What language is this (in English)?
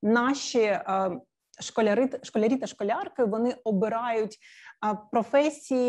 Ukrainian